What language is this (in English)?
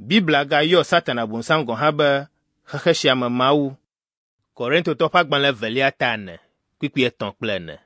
Ewe